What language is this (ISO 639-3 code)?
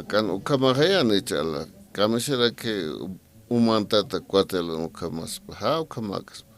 aym